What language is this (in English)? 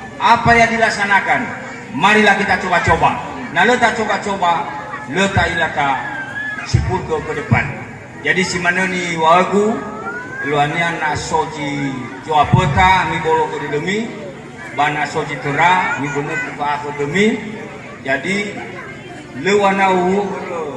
Nias